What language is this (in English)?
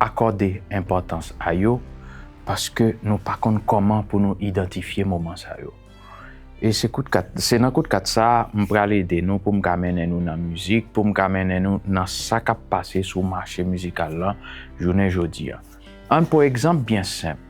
Haitian Creole